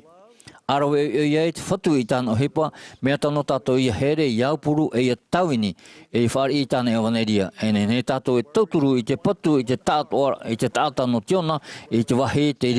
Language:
Tahitian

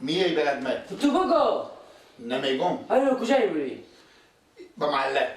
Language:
Persian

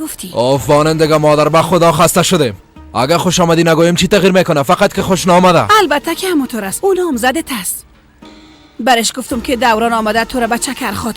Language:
Persian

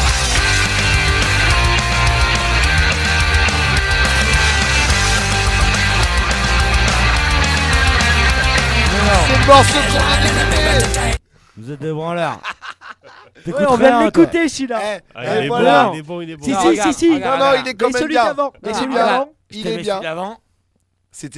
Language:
French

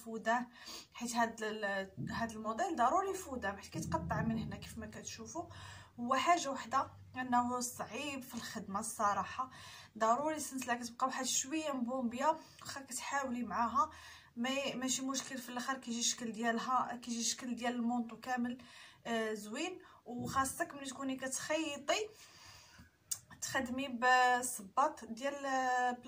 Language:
Moroccan Arabic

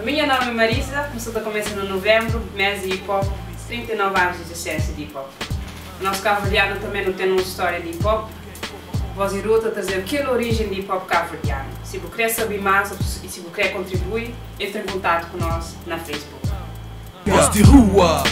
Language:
Kabuverdianu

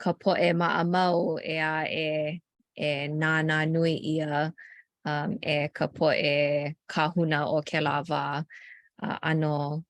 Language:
Hawaiian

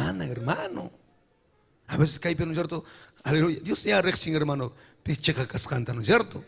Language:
Ayacucho Quechua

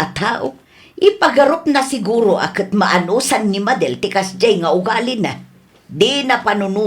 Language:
Iloko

